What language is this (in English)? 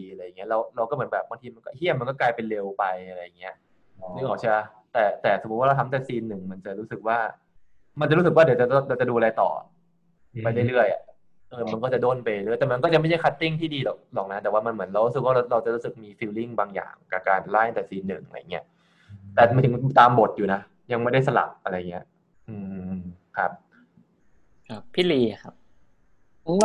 Thai